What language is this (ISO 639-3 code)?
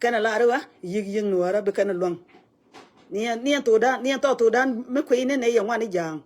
nus